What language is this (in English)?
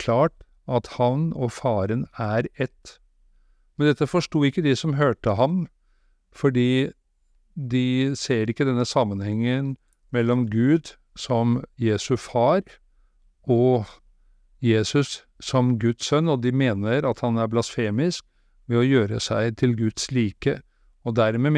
Norwegian